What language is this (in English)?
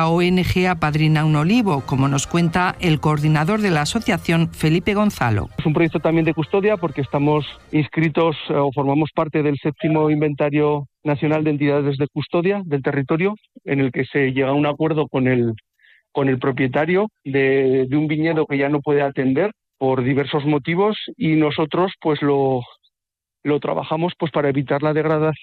Spanish